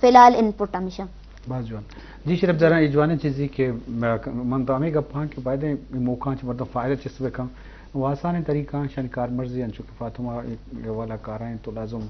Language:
Eastern Balochi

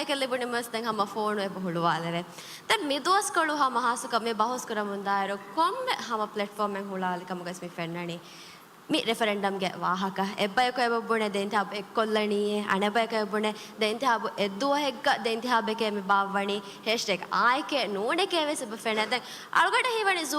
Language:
Divehi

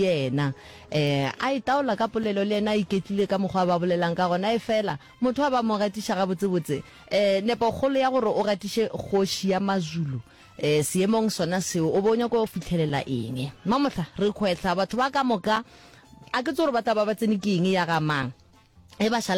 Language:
Northern Sotho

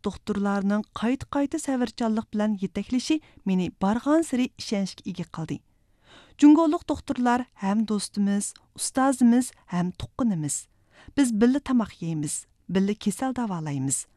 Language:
Uyghur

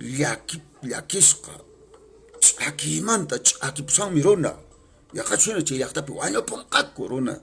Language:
Quechua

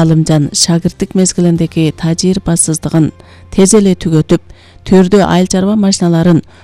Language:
Kyrgyz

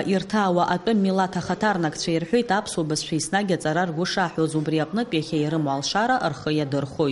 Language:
Abkhazian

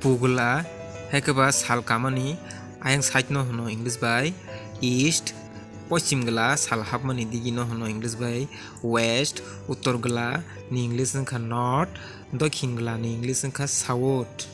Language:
Kok Borok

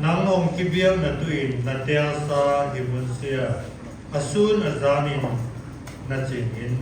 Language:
Siyin Chin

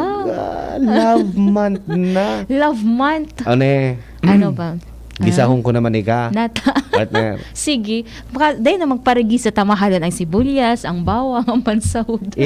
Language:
Bikol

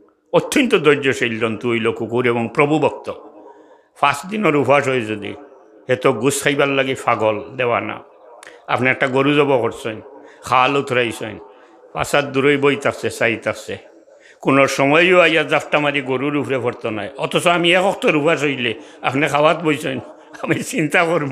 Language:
Sylheti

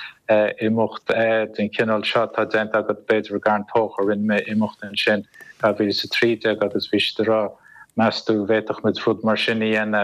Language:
Irish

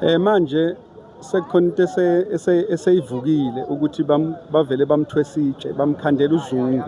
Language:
Zulu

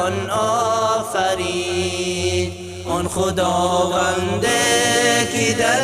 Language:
Persian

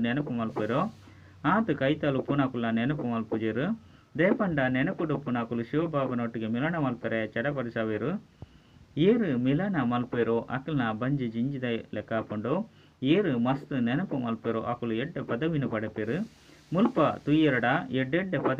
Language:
Tulu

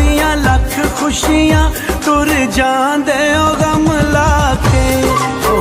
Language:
Pahari-Potwari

